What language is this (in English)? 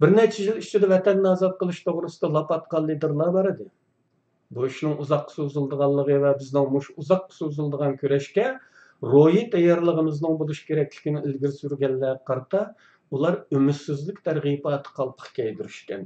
Uyghur